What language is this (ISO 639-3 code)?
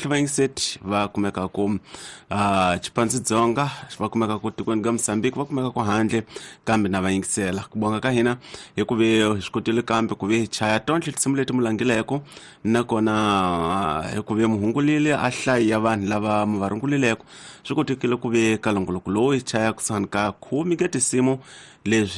tso